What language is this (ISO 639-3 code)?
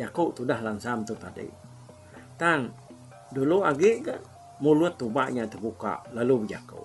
iba